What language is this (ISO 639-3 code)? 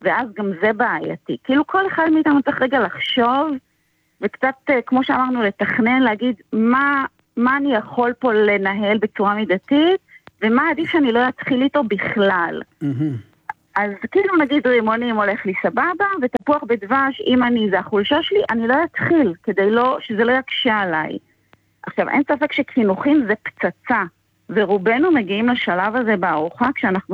heb